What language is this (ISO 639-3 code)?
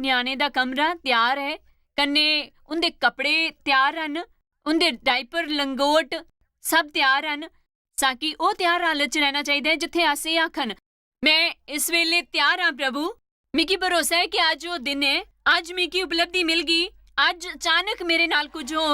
doi